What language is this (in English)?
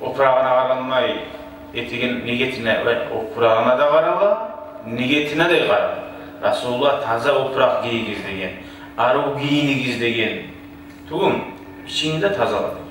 Kumyk